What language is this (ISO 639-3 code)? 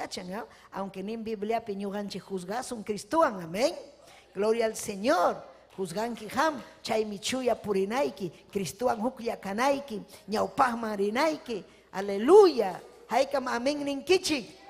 quy